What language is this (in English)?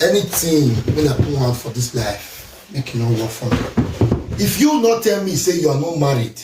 Nigerian Pidgin